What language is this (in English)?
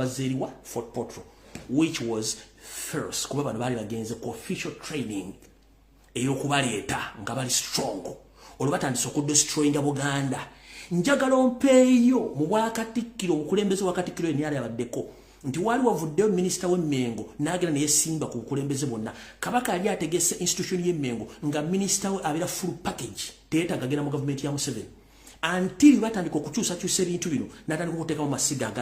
Ganda